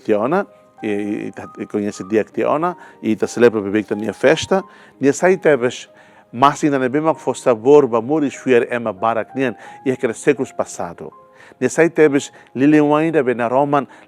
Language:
Tetum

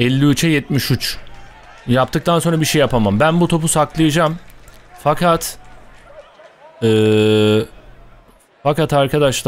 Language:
Turkish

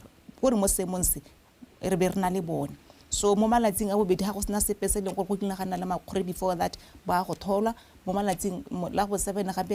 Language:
Tswana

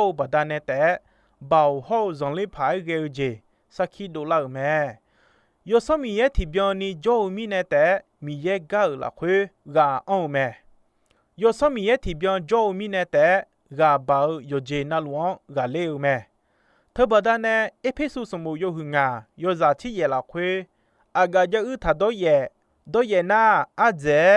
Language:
Akha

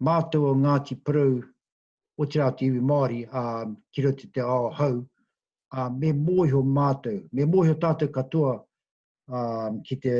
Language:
Māori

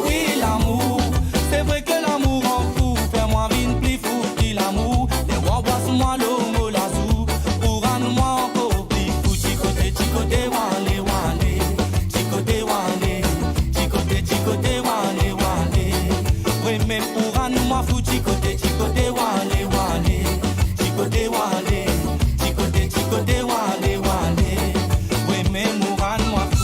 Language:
Morisyen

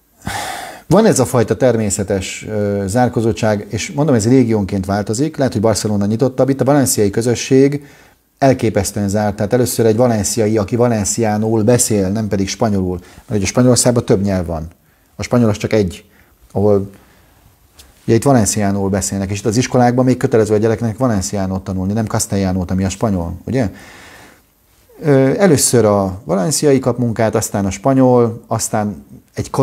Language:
Hungarian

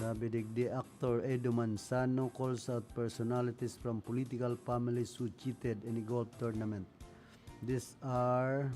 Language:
Bikol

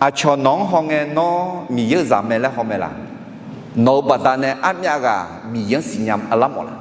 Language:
Akha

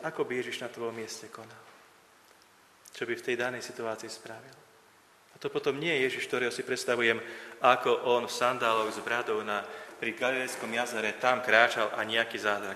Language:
Slovak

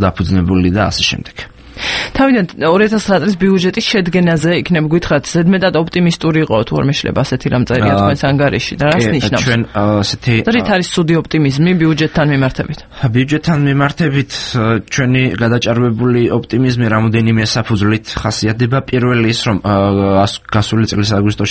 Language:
Georgian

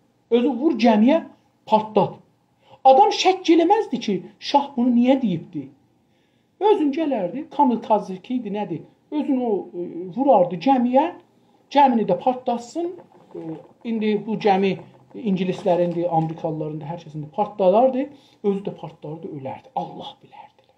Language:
South Azerbaijani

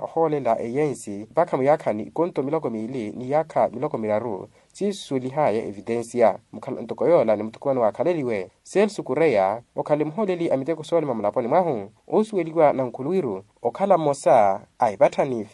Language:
Makhuwa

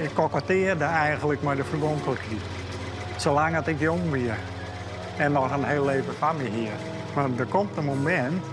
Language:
Western Frisian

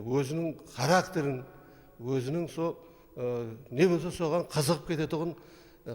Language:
Kara-Kalpak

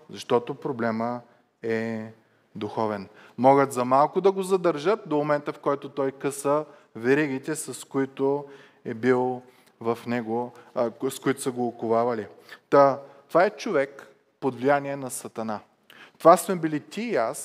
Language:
Bulgarian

